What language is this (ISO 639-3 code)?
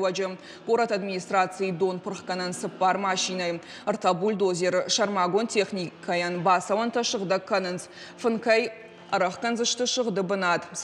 oss